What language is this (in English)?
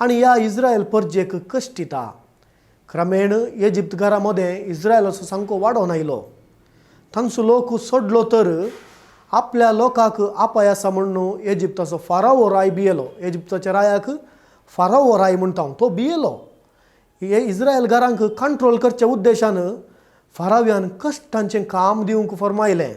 Konkani